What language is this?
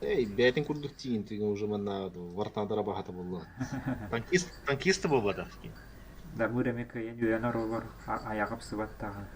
Yakut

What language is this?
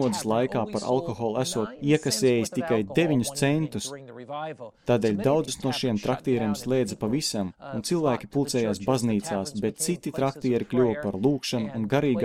Latvian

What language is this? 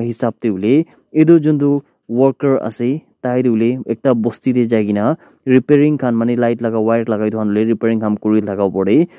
Naga Pidgin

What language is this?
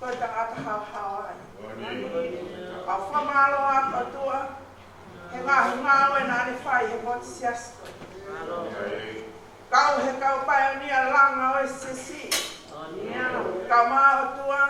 Tongan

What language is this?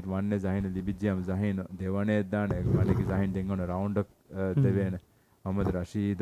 Divehi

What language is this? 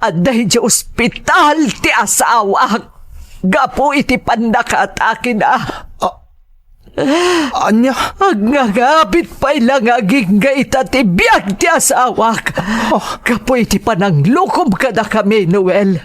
Iloko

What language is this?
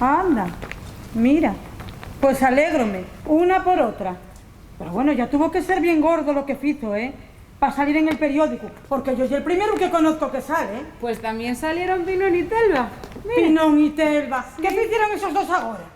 Asturian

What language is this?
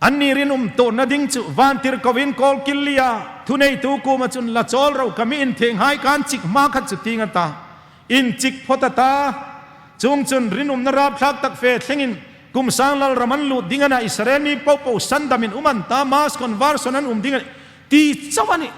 Hmar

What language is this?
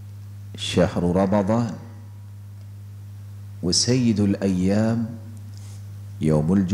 Urdu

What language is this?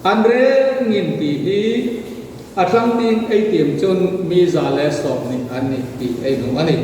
Hmar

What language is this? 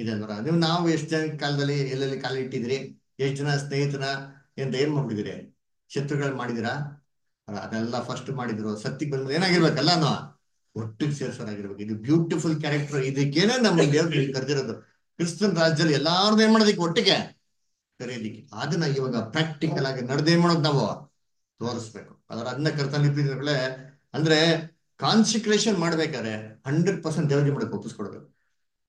Kannada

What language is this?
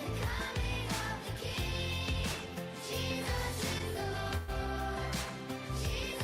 Gilbertese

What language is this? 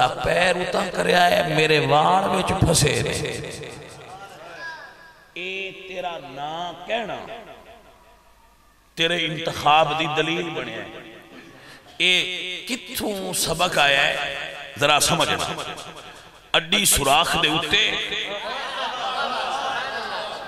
Western Panjabi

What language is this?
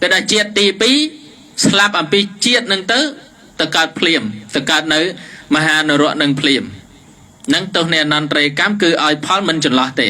Khmer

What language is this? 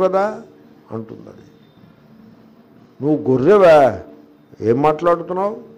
Telugu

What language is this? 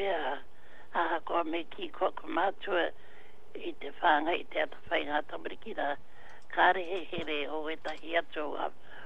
Māori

